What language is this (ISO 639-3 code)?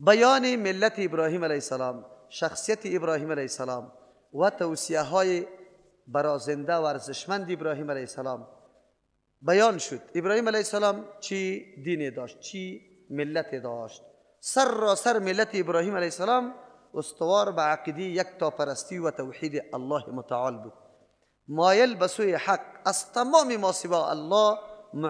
fas